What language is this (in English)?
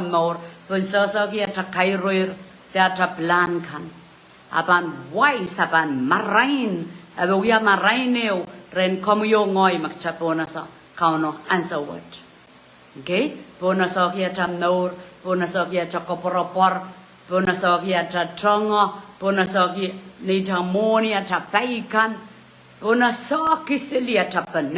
Pohnpeian